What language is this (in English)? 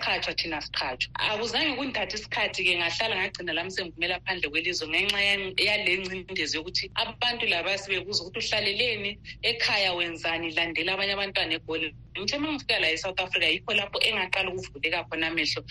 North Ndebele